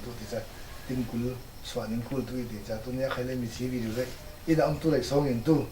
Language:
Falam Chin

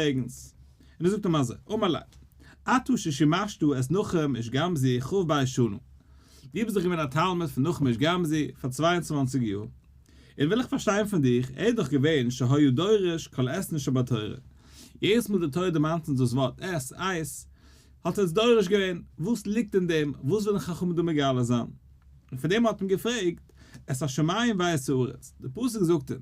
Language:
Yiddish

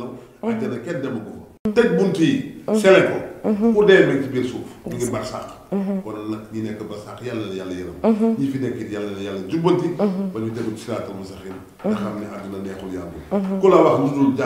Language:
Wolof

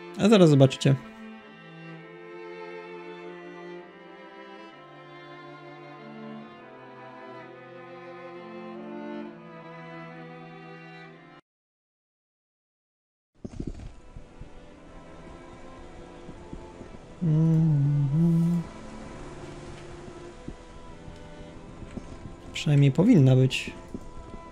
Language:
Polish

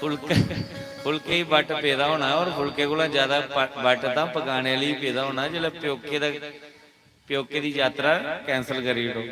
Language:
Dogri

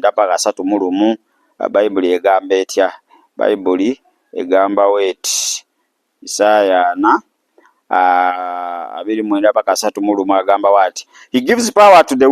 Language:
Ganda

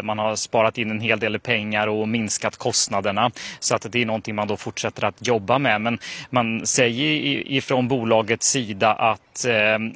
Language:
Swedish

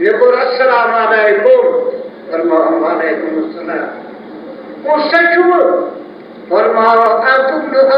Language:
Kashmiri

